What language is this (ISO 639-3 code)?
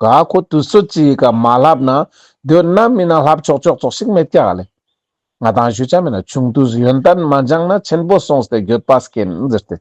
lbj